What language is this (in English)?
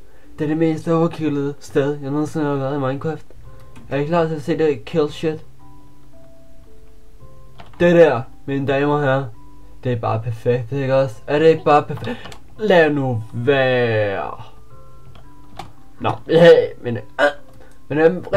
Danish